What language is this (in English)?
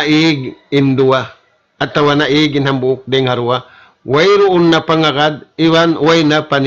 Tausug